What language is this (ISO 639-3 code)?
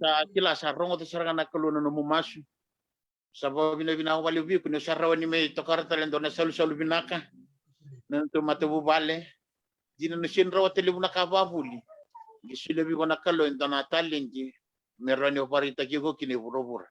fij